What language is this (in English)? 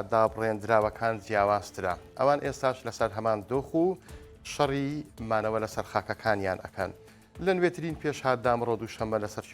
Central Kurdish